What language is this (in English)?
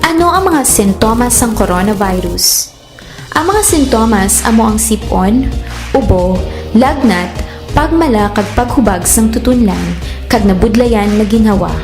Hiligaynon